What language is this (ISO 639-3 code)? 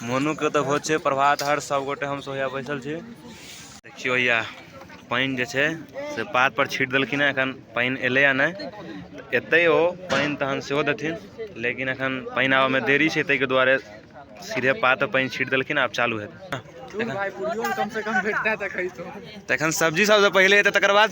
mai